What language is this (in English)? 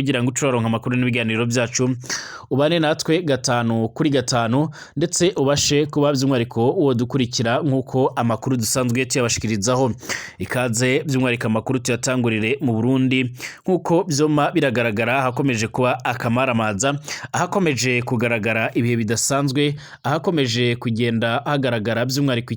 Rundi